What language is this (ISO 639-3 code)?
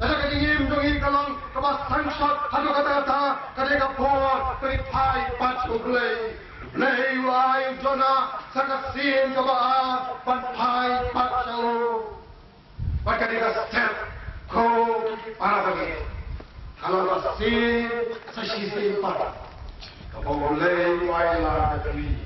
kha